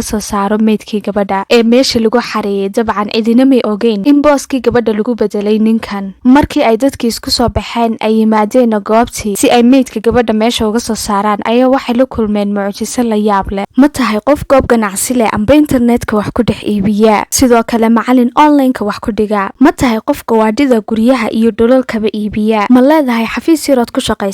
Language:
Somali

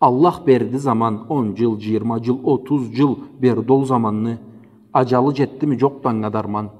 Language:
Karachay-Balkar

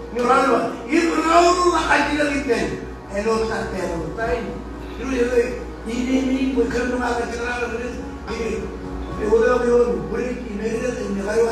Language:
Marshallese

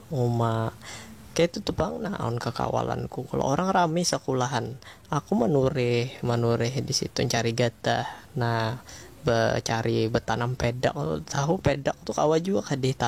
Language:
Banjar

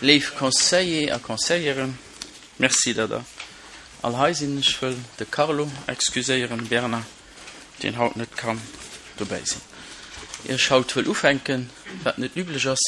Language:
Luxembourgish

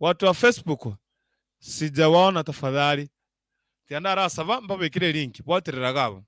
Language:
Gusii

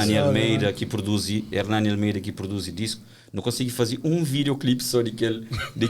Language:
Kabuverdianu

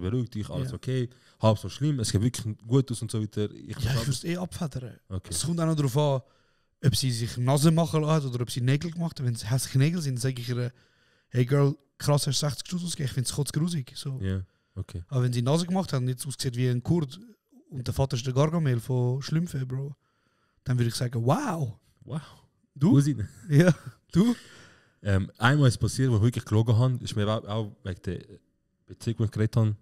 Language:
Swiss German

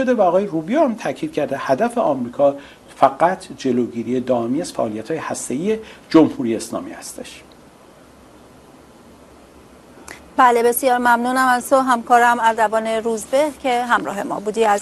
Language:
Persian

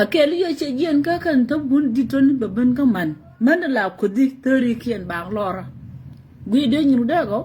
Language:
Nuer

